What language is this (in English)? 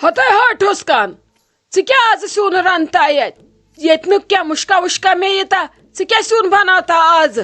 Kashmiri